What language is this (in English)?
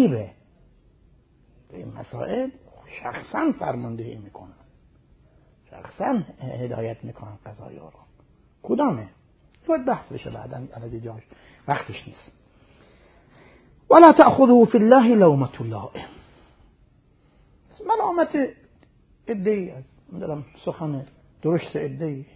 Persian